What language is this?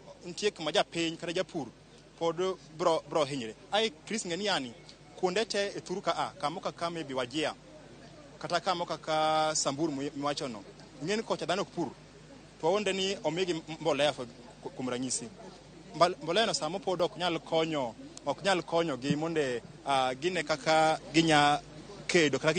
Luo (Kenya and Tanzania)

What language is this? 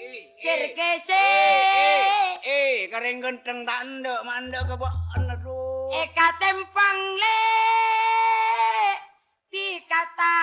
Madurese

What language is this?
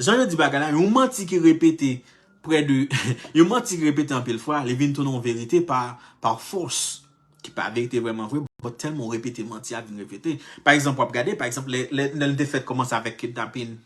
Haitian Creole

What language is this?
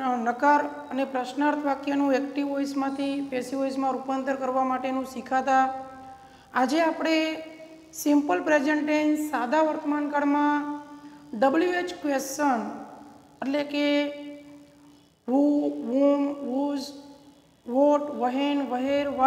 Gujarati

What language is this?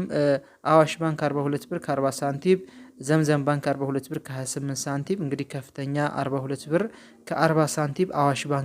Amharic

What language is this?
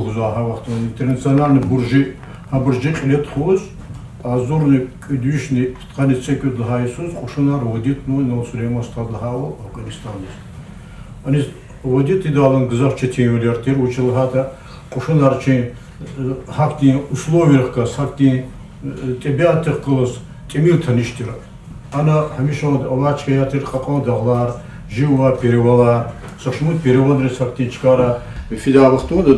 Lezghian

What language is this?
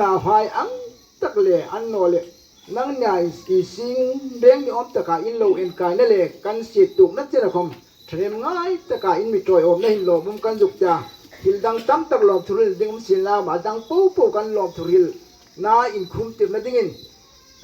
Hmar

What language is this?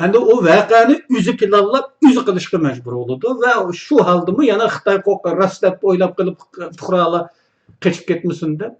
Uyghur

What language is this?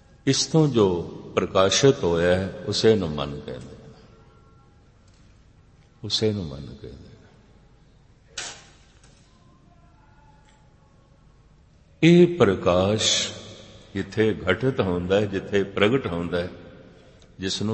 Punjabi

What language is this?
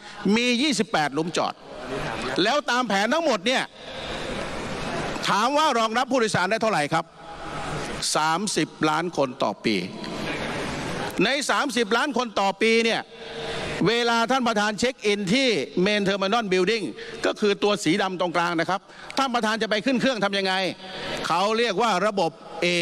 Thai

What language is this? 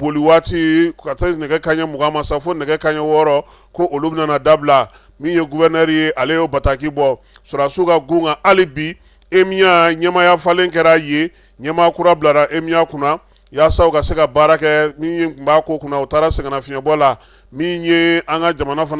Bambara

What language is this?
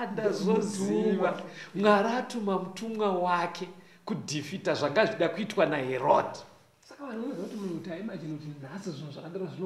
Shona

